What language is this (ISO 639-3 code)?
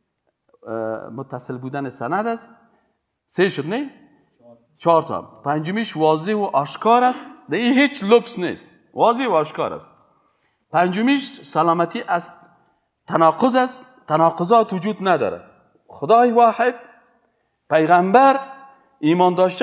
fas